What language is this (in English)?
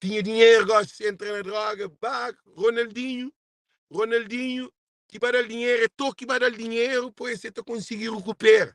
Kabuverdianu